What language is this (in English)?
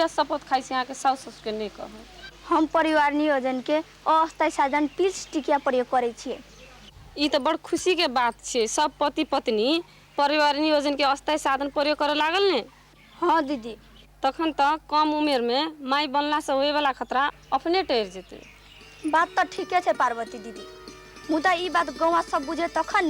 Maithili